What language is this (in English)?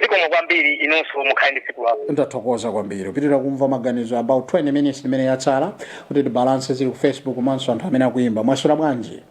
Nyanja